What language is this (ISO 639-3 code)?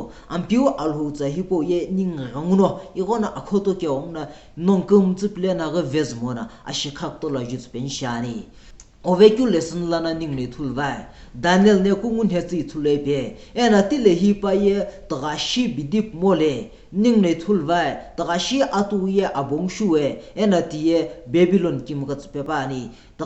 nsm